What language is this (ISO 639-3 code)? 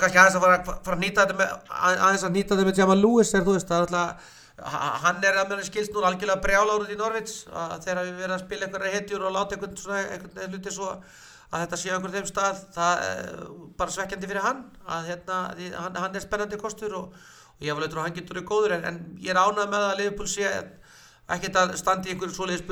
isl